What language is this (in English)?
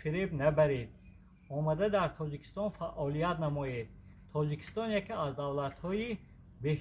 Tajik